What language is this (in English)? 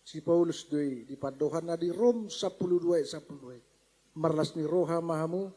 Batak Toba